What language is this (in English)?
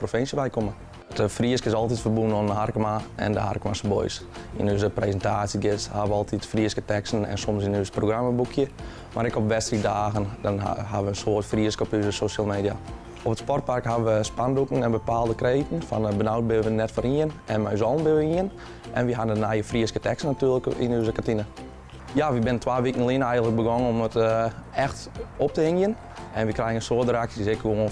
Western Frisian